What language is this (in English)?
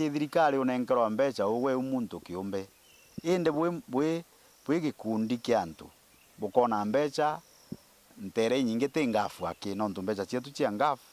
Meru